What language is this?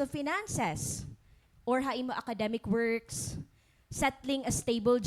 Waray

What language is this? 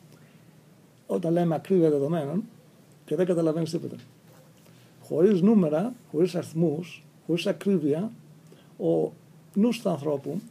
Greek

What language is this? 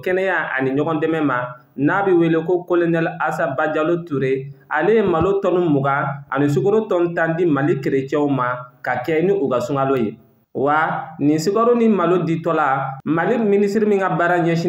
Bambara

